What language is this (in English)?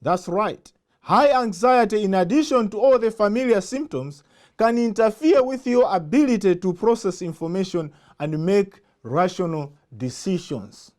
English